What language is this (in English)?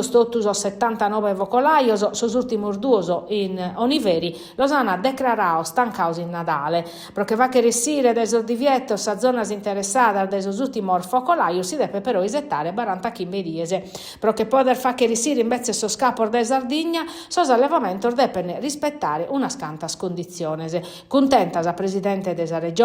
Sardinian